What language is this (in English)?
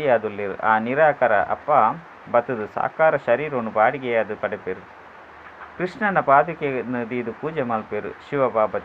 Tulu